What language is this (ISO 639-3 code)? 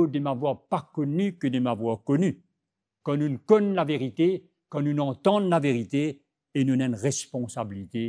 mfe